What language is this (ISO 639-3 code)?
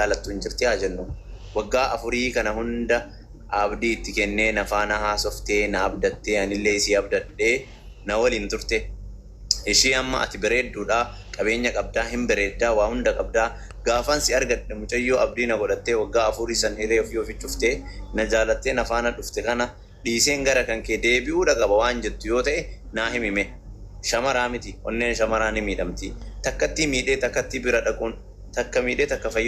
orm